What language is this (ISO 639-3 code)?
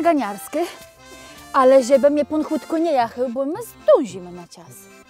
csb